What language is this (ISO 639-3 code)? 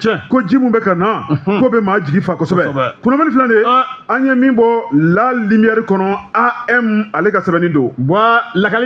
bam